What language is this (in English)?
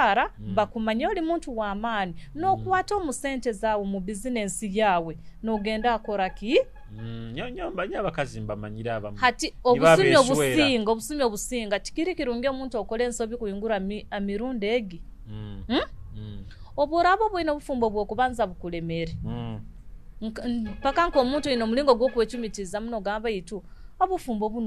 Nyoro